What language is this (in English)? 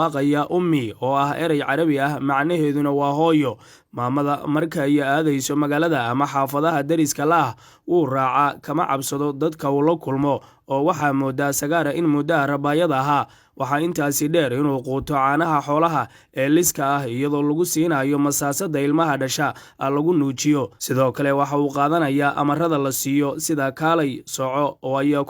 Somali